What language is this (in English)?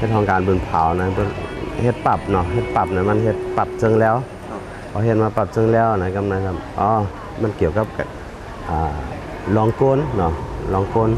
Shan